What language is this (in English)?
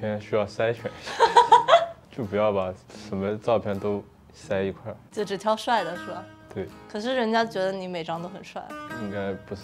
Chinese